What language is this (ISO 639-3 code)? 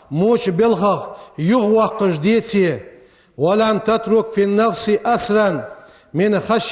inh